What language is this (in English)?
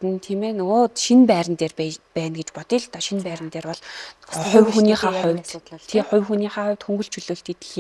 Mongolian